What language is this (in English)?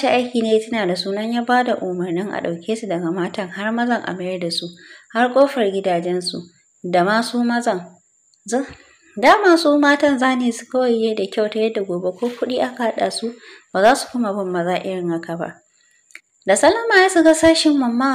Hausa